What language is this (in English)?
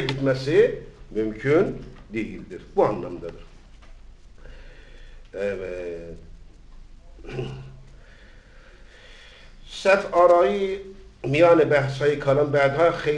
Turkish